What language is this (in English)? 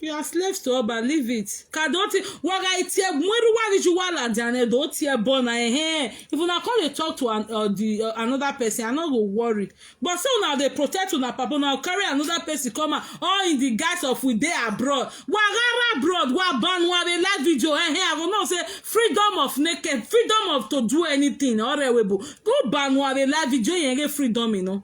Nigerian Pidgin